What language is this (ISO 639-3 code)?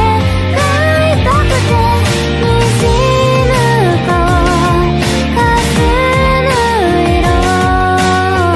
jpn